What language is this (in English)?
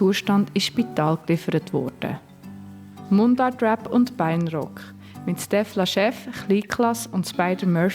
Swiss German